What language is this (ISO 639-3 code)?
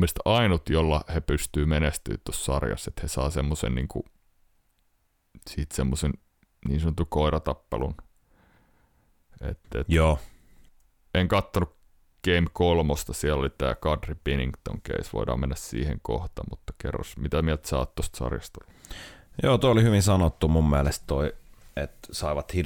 fin